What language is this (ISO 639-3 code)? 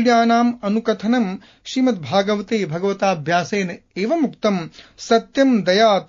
san